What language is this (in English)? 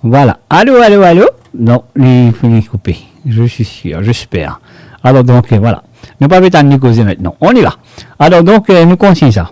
Morisyen